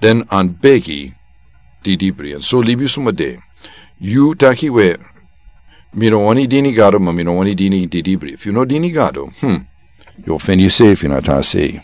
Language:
Sranan Tongo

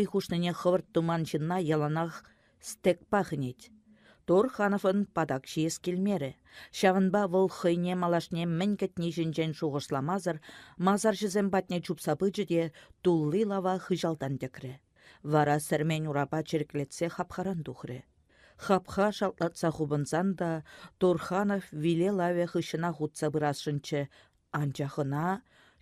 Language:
Chuvash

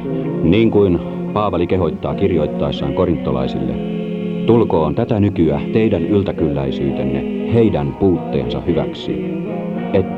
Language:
Finnish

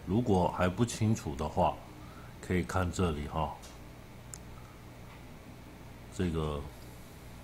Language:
Chinese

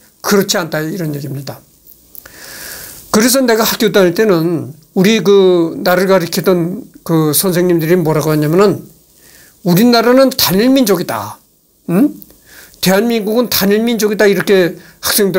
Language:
Korean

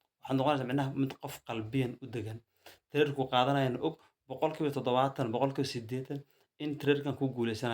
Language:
Somali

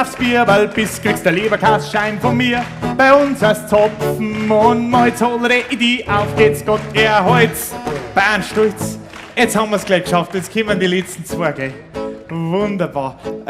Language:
Bavarian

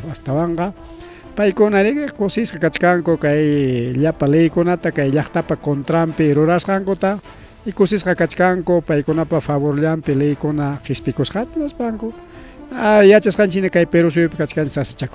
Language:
Ayacucho Quechua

